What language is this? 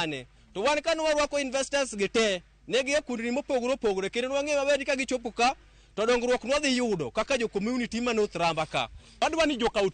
Luo (Kenya and Tanzania)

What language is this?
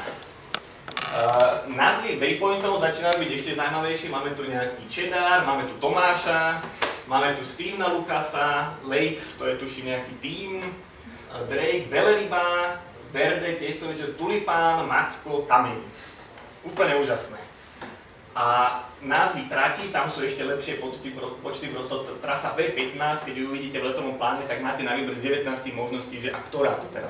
Slovak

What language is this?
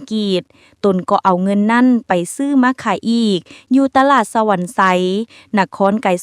Lao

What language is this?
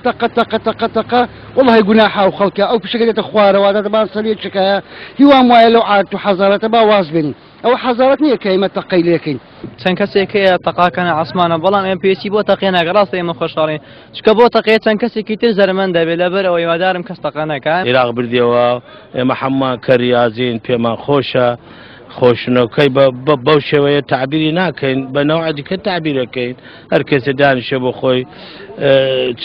Central Kurdish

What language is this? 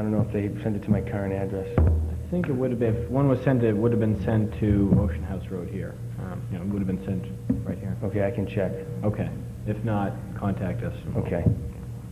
English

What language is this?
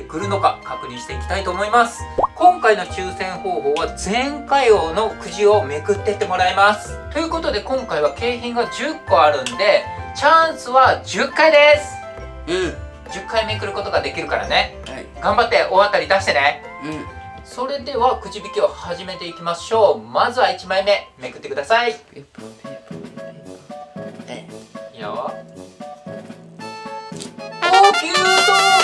Japanese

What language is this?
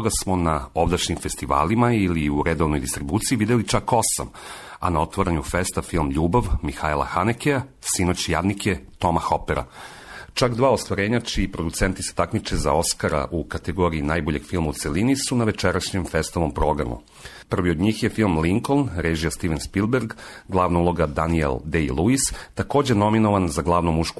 Serbian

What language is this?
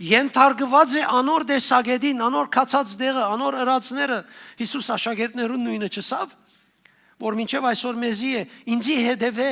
Western Armenian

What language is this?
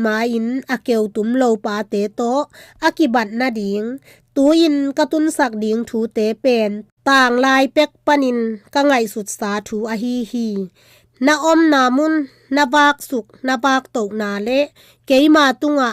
Tedim Chin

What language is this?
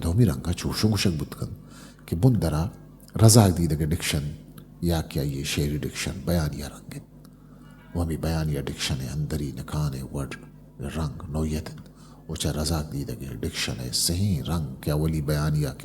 Eastern Balochi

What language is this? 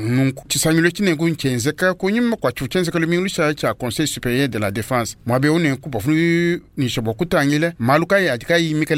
Luba-Lulua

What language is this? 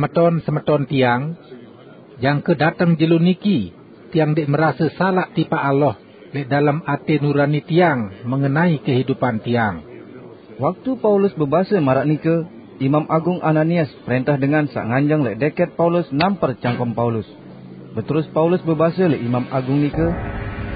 Sasak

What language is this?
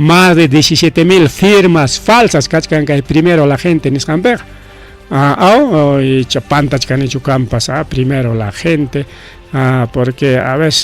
Ayacucho Quechua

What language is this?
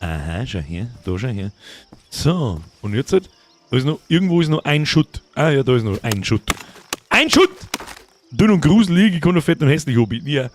Bavarian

